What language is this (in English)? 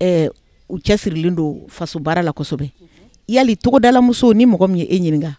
Bambara